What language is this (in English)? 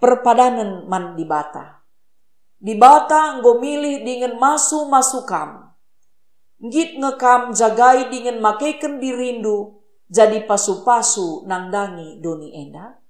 Batak Karo